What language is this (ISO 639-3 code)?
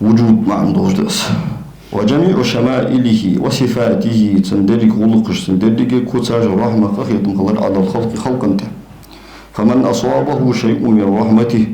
inh